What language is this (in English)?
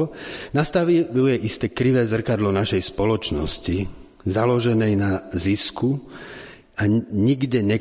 Slovak